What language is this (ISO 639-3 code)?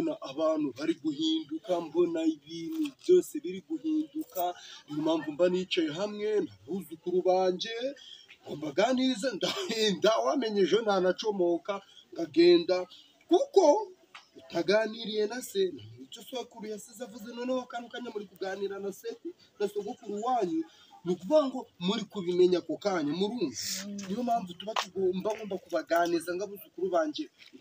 kin